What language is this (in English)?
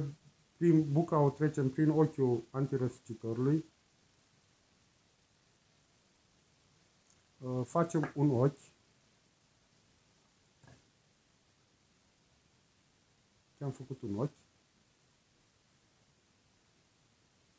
Romanian